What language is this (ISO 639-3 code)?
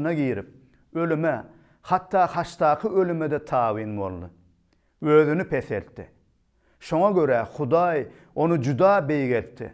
tuk